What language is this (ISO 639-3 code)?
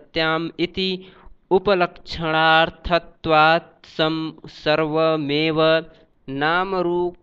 san